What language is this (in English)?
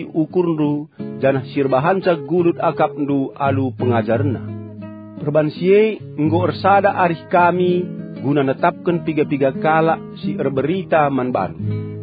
Batak Karo